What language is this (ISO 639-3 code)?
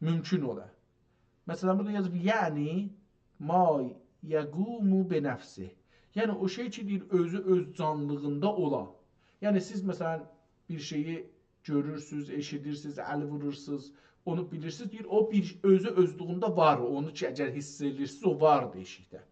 azb